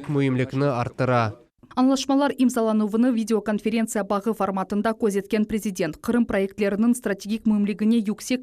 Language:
Crimean Tatar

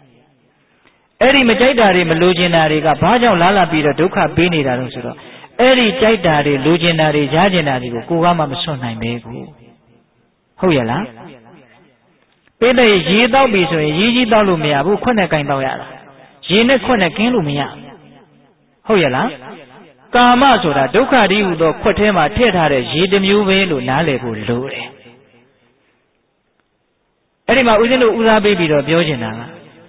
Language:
Burmese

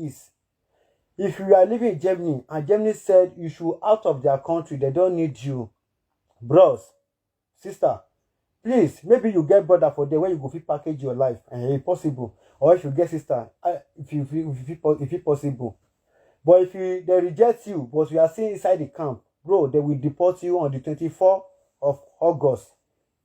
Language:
Nigerian Pidgin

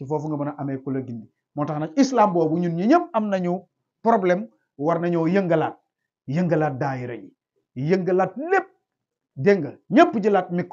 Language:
Wolof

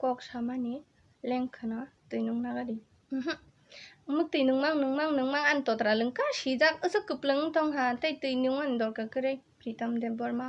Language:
Kok Borok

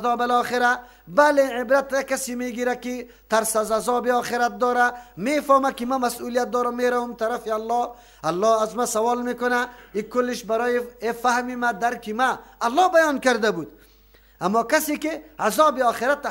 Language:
Persian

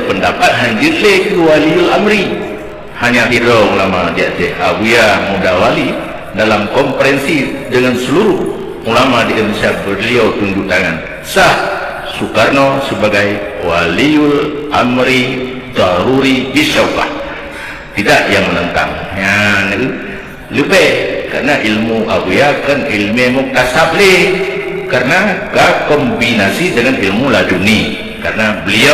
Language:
Achinese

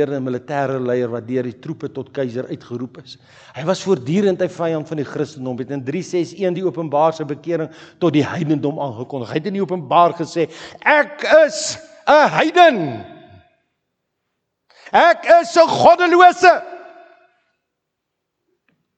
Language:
Afrikaans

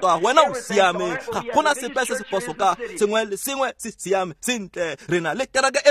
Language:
Tswana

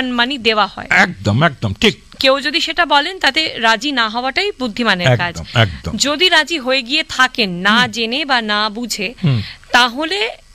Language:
Bangla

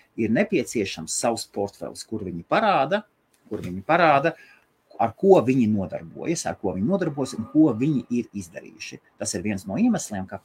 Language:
Latvian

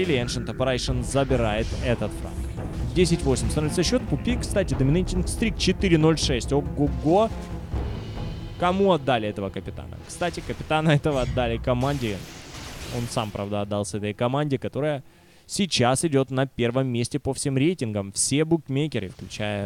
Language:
Russian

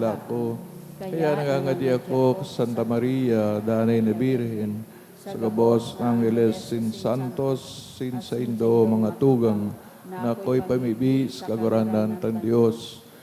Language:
Bikol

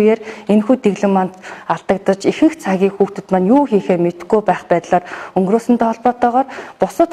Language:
Mongolian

